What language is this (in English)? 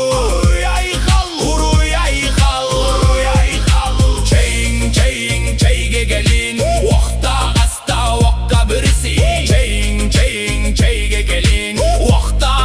Yakut